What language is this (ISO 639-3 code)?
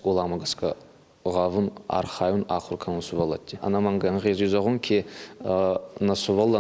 oss